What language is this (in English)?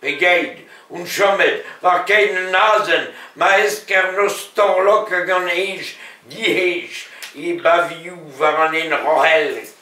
Breton